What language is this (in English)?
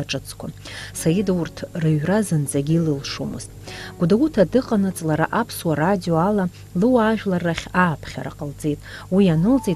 Abkhazian